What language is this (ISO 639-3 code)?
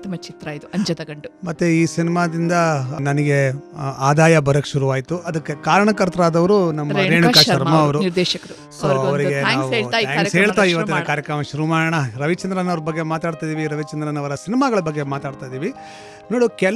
kan